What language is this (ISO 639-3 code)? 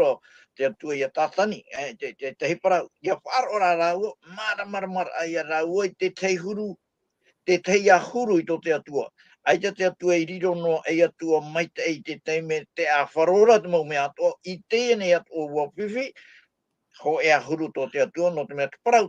tah